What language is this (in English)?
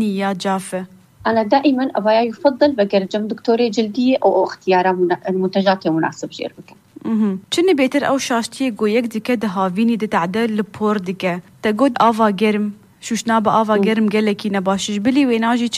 Kurdish